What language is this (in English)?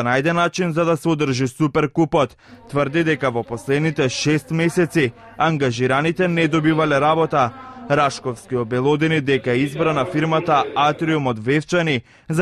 Macedonian